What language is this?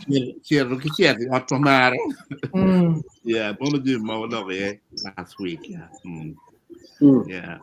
Acoli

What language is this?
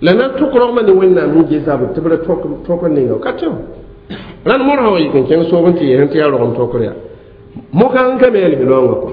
Mossi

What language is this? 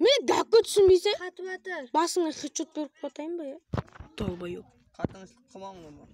Kara-Kalpak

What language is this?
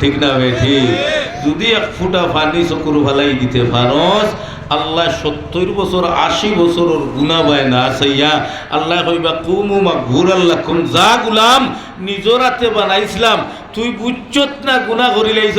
Sylheti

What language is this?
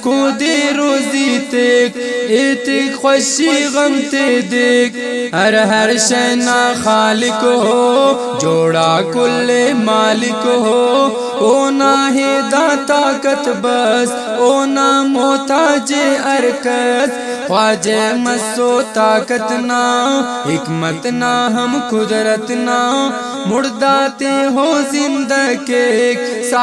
Brahui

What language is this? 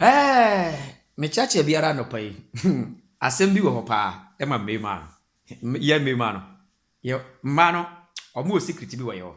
Akan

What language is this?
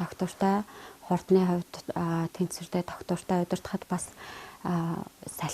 Mongolian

